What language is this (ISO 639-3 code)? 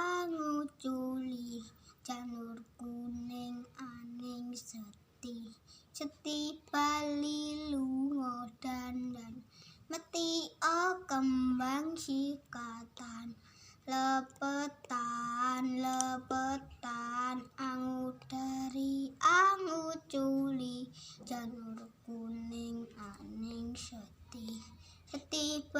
jav